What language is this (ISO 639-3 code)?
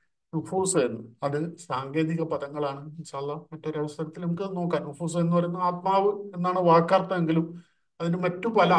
mal